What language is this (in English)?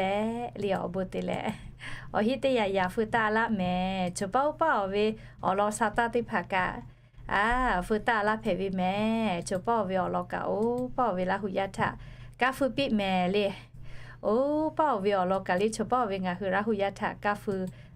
Lahu